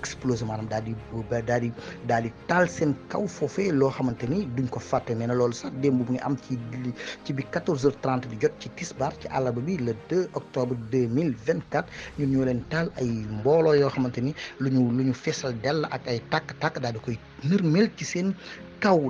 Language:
Wolof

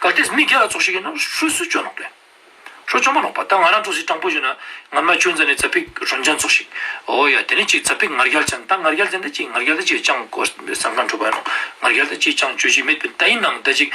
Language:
Ladakhi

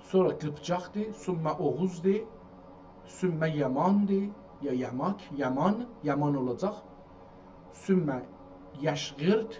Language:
South Azerbaijani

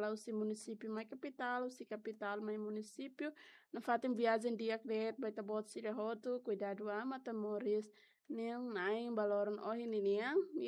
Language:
Tetum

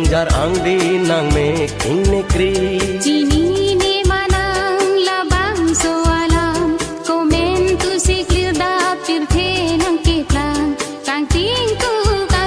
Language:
Karbi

